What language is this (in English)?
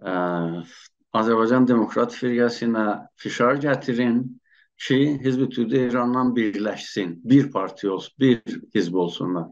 South Azerbaijani